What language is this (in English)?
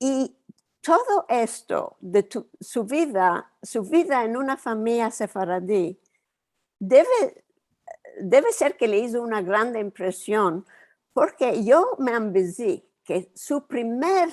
Ladino